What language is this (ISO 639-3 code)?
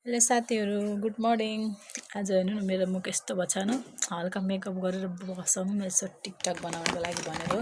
nep